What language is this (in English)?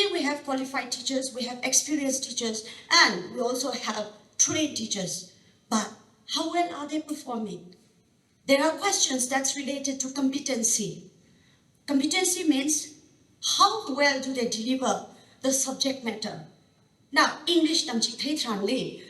Tangkhul Naga (India)